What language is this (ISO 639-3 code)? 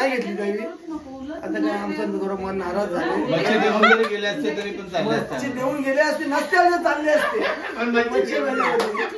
mar